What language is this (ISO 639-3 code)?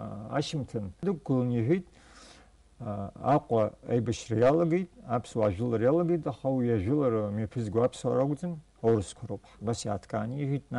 abk